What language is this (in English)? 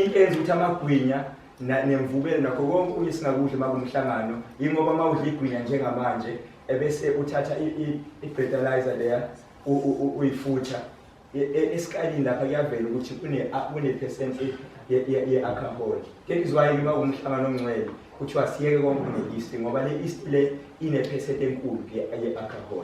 Zulu